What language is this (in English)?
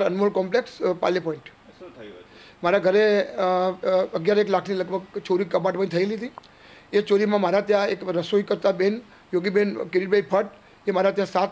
Gujarati